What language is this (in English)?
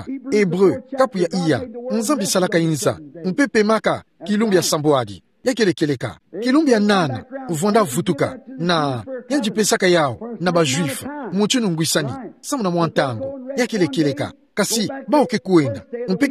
Kituba (Democratic Republic of Congo)